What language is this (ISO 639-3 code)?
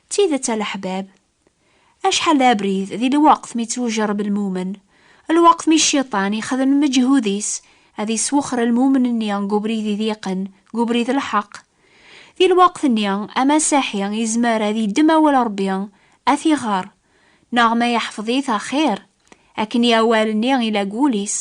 kab